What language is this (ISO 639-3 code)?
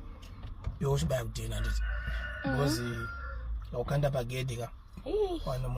sna